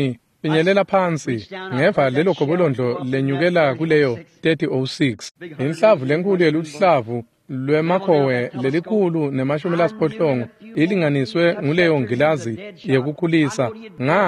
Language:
Swati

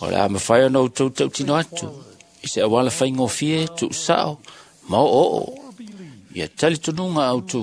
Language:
Samoan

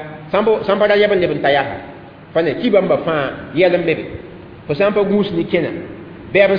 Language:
Mossi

